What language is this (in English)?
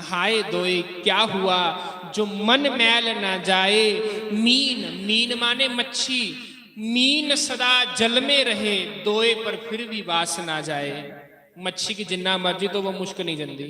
Dogri